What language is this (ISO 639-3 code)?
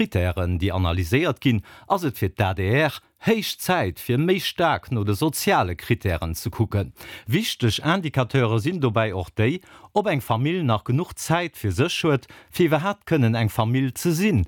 ltz